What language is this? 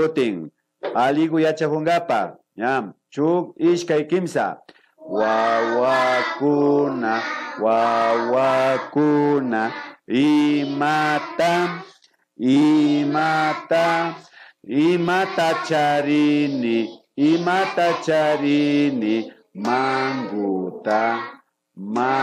Imbabura Highland Quichua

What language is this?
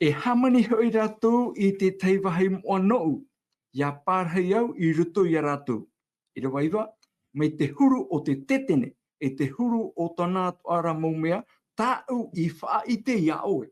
Tahitian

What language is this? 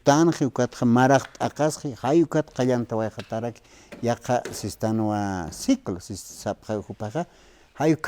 Aymara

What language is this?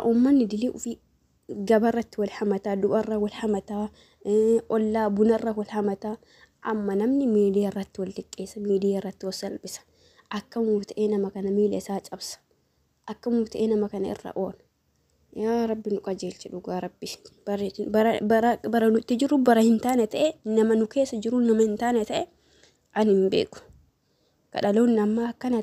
Oromo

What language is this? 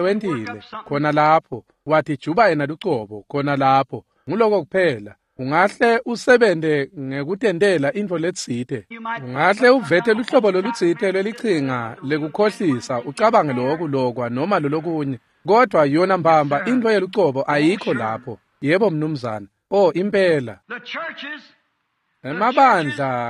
Swati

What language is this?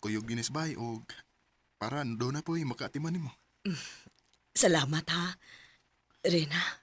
Cebuano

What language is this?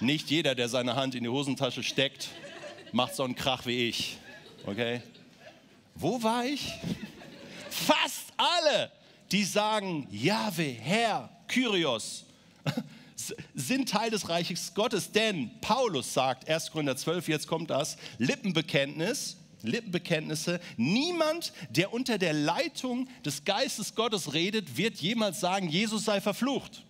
Swiss German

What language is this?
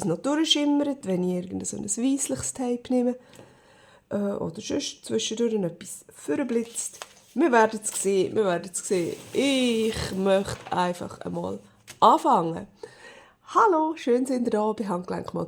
Swiss German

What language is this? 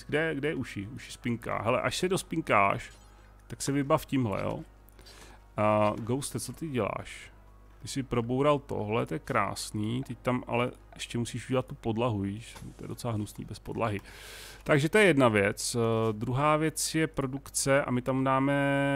Czech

